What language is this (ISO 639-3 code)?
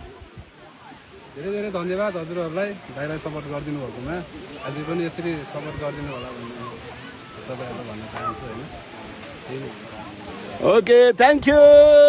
nep